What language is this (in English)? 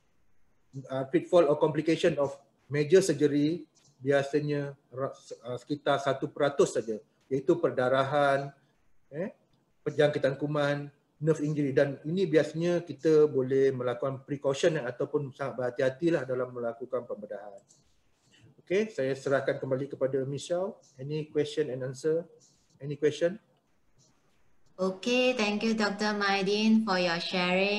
Malay